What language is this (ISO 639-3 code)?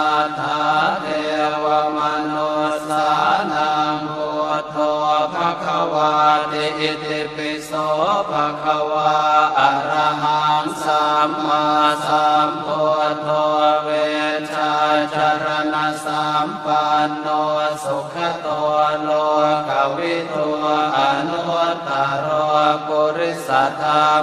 pli